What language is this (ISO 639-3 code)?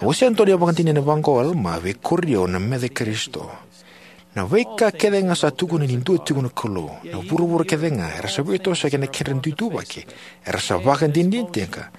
fij